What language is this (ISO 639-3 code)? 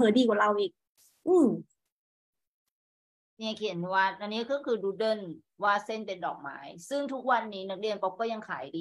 tha